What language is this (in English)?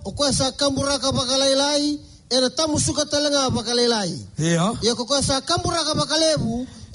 Fijian